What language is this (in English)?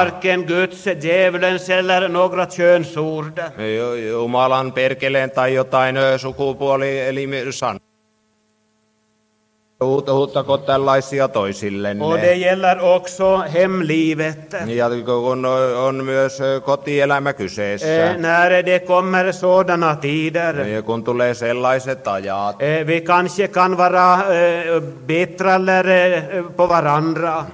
Swedish